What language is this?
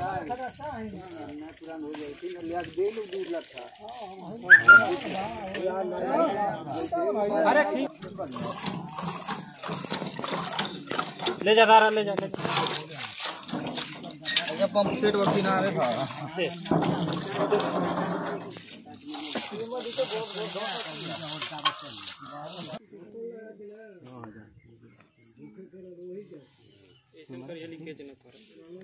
Bhojpuri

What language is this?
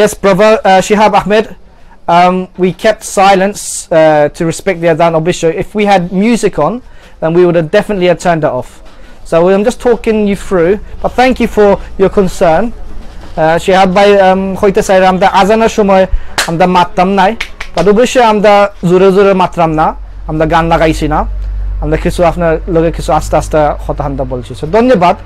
Sylheti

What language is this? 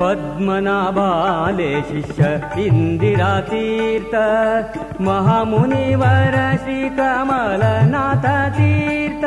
Konkani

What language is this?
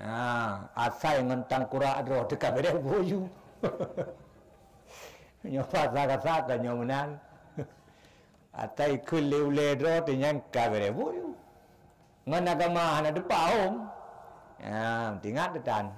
Achinese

